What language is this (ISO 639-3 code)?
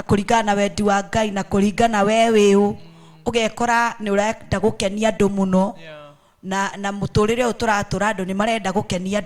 kik